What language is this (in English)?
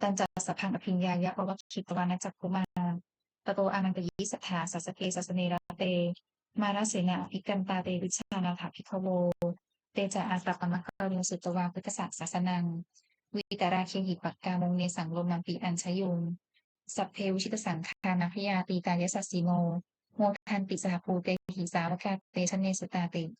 Pali